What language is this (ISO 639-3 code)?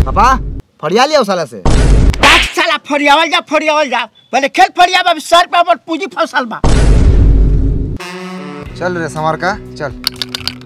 bho